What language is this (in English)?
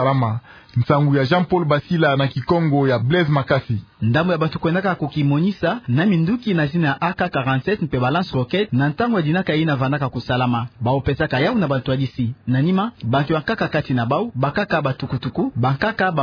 Kituba (Democratic Republic of Congo)